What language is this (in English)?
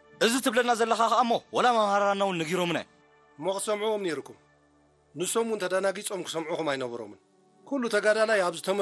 Tigrinya